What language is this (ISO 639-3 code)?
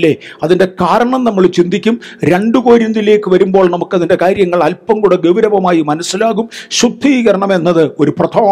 mal